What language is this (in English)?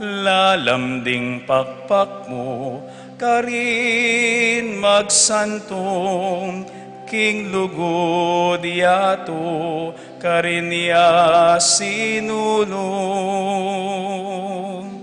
Pampanga